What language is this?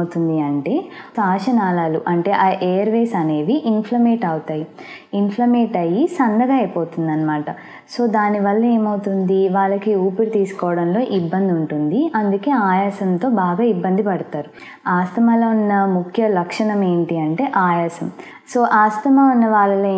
Telugu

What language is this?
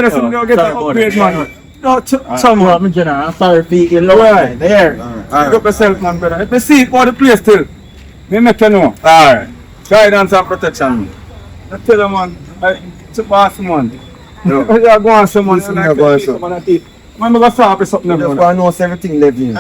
Jamaican Creole English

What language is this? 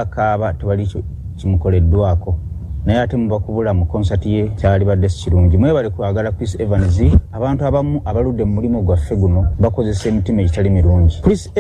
Ganda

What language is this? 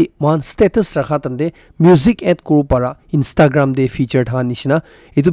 Naga Pidgin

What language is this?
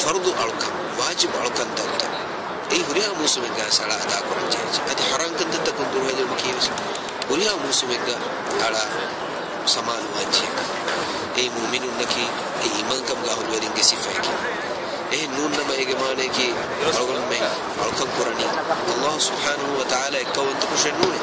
Divehi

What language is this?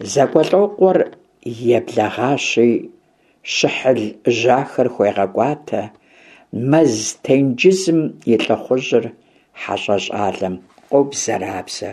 Kabardian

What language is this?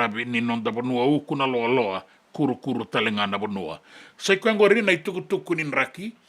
Fijian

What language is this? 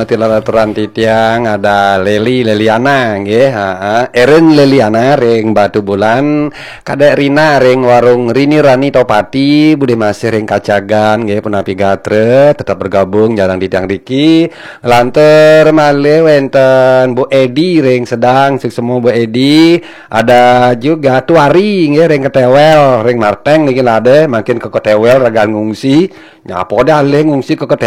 Balinese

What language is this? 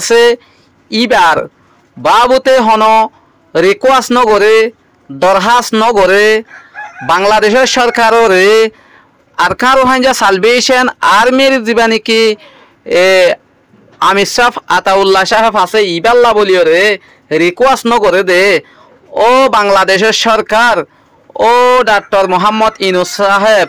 Rohingya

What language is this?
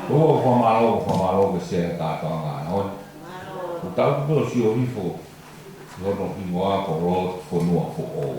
Tongan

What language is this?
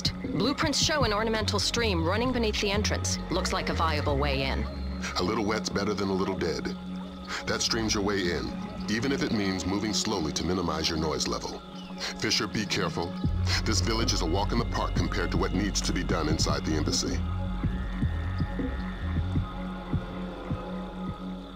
English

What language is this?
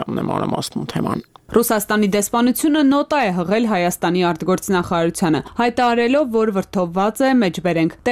Armenian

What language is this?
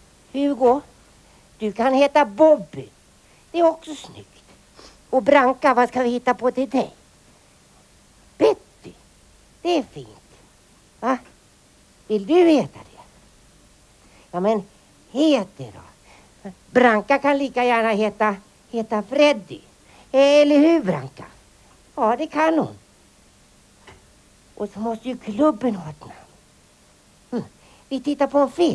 Swedish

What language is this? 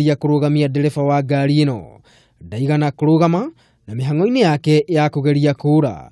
Kikuyu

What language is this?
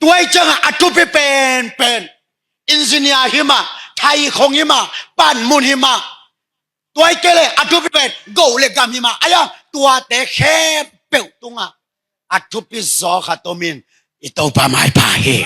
Tedim Chin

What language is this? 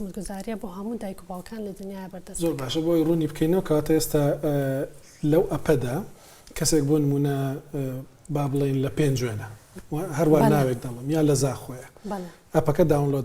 Central Kurdish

